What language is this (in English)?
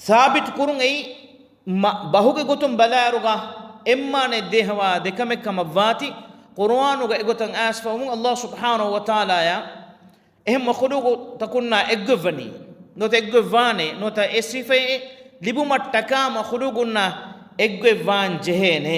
Divehi